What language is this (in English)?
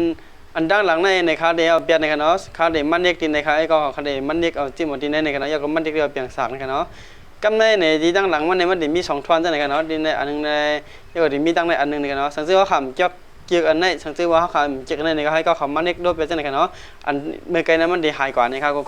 Shan